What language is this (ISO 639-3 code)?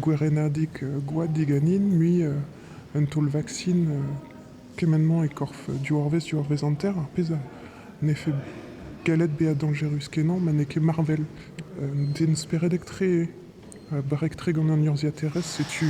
bre